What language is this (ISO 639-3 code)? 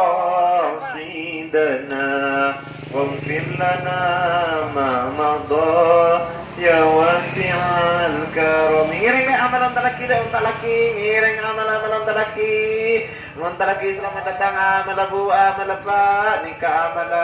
mad